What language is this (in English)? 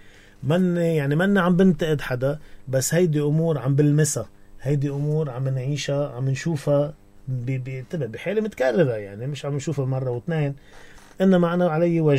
North Levantine Arabic